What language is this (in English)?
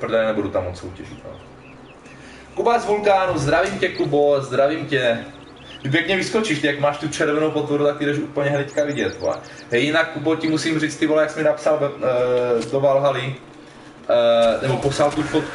Czech